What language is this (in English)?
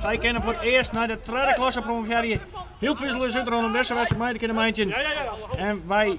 Western Frisian